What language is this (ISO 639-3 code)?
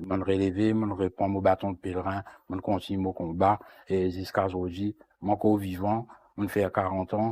mfe